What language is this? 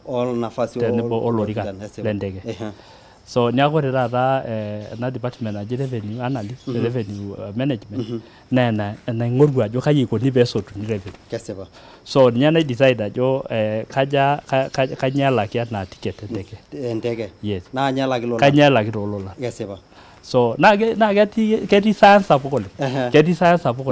Masai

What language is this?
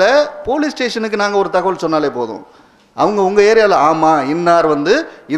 Tamil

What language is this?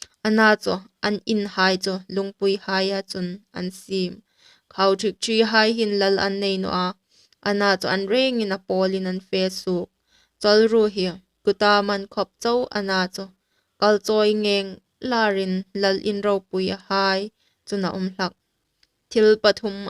Hmar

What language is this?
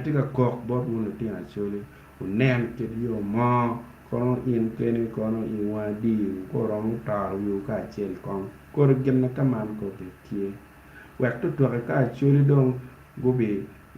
Acoli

